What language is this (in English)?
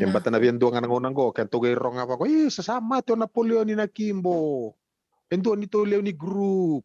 Fijian